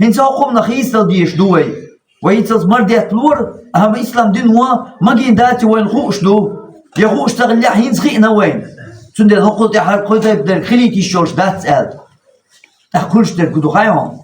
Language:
Chechen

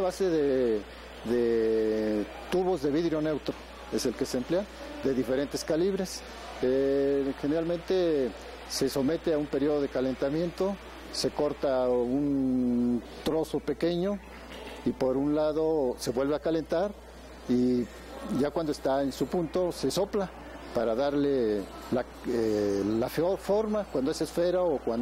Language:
Spanish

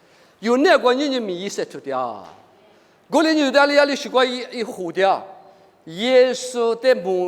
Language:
Lisu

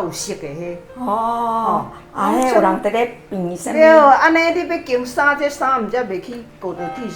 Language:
Min Nan Chinese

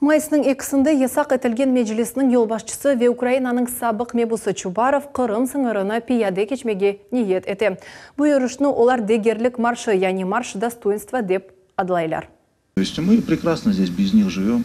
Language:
Crimean Tatar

